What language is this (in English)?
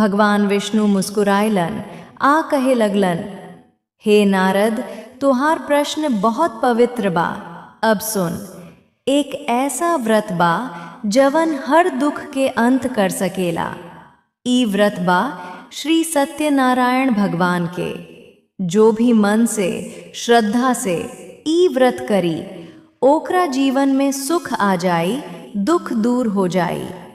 Bhojpuri